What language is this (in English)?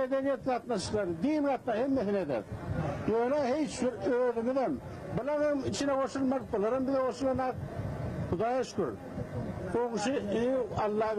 Turkmen